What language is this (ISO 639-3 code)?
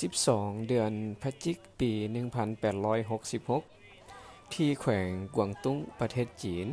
lao